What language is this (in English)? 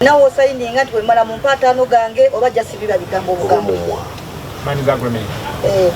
Ganda